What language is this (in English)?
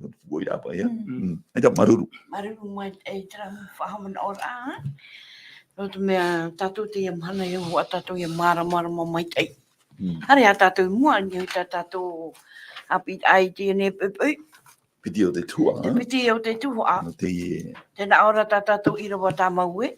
Tahitian